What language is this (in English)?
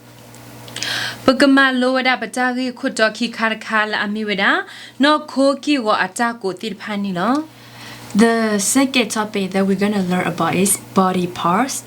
S'gaw Karen